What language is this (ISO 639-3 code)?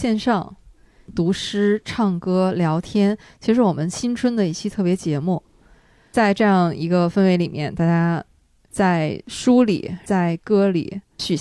zho